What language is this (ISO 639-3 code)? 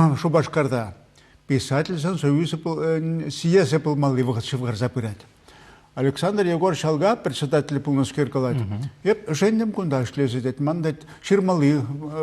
chv